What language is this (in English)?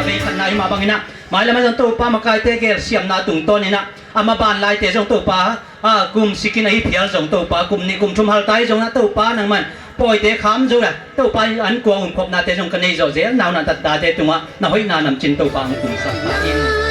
Tedim Chin